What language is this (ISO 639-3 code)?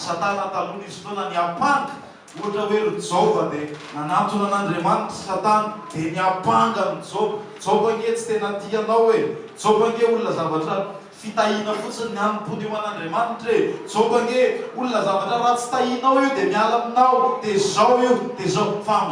mlg